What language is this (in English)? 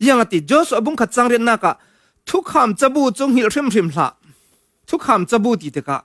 Falam Chin